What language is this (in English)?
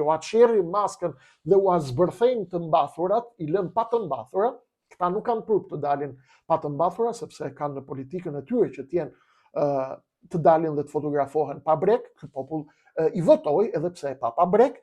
Albanian